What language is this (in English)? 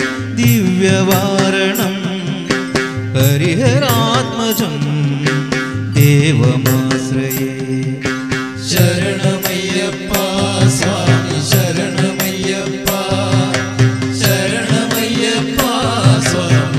Malayalam